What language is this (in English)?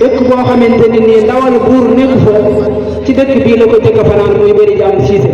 Wolof